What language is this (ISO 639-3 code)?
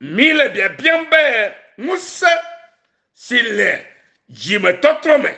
ewe